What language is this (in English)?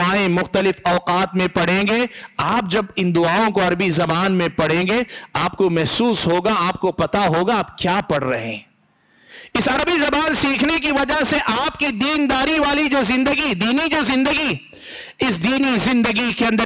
Urdu